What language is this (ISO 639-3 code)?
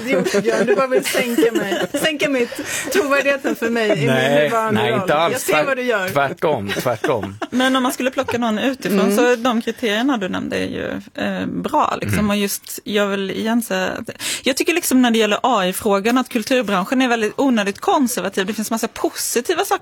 swe